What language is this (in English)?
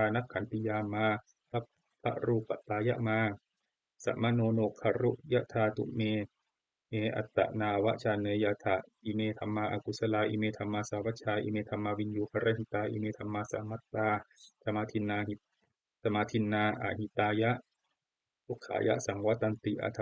Pali